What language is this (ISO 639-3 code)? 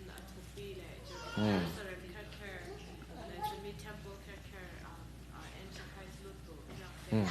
cfm